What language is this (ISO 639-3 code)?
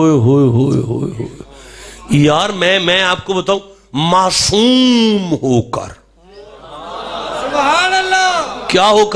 urd